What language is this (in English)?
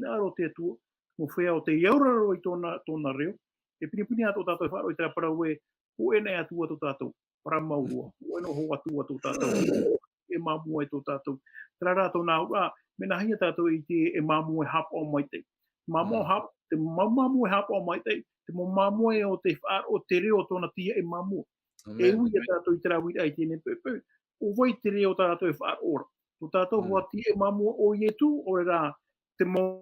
Tahitian